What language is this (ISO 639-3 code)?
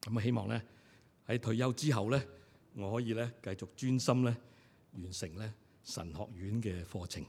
yue